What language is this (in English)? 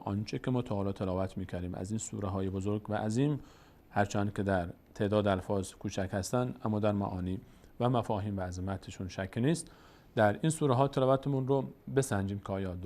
Persian